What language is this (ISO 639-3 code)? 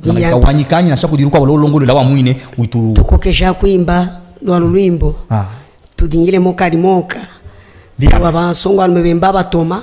lub